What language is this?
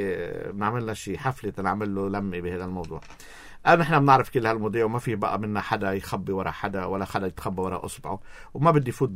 North Levantine Arabic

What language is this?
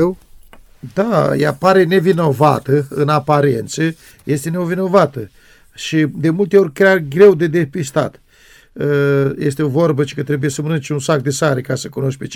Romanian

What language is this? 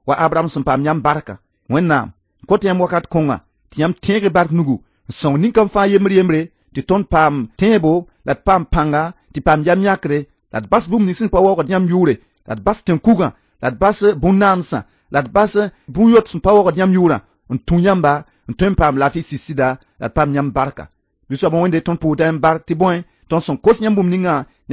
Mossi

